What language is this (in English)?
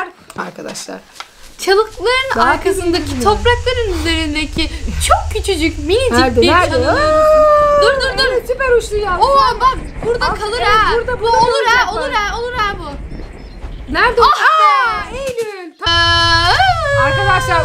Turkish